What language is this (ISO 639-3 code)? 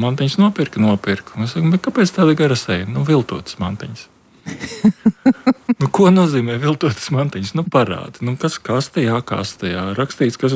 lav